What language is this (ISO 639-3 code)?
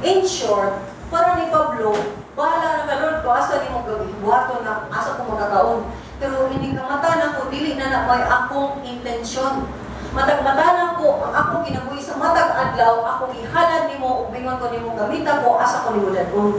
ceb